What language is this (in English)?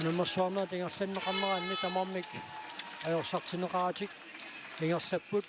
Kalaallisut